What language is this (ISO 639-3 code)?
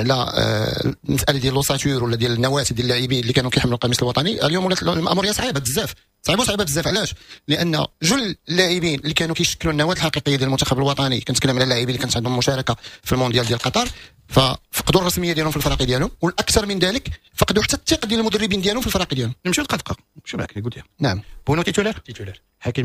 ary